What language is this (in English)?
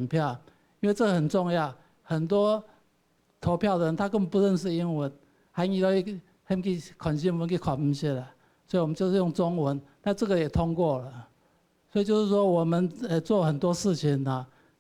Hakka Chinese